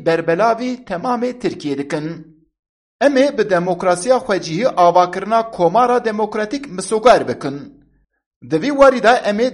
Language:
Kurdish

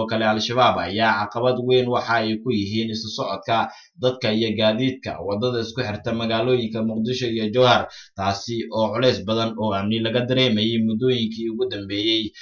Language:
Somali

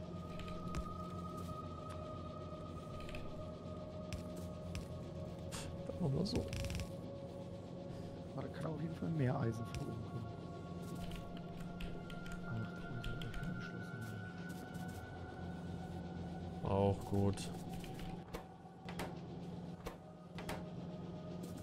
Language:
German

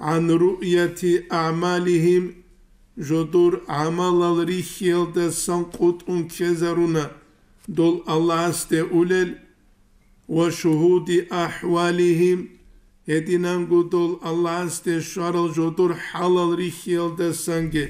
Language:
Avaric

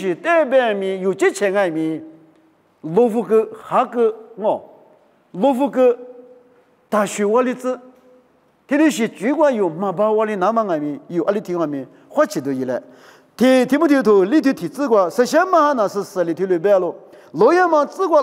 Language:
Lisu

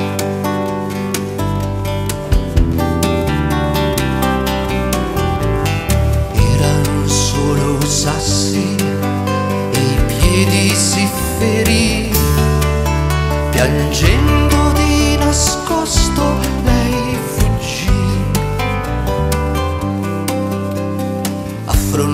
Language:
Italian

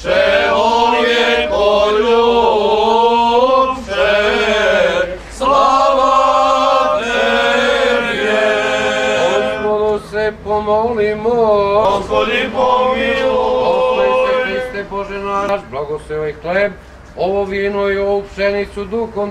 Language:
Serbian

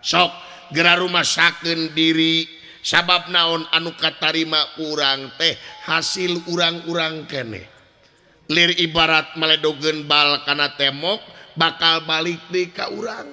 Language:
Sundanese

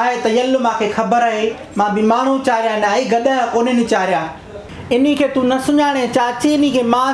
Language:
Sindhi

